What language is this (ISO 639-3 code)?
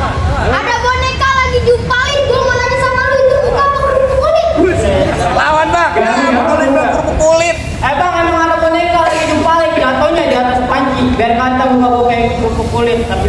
bew